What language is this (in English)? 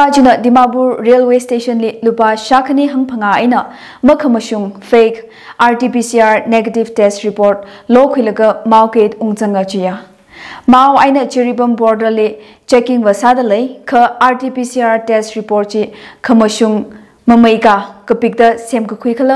Tangkhul Naga (India)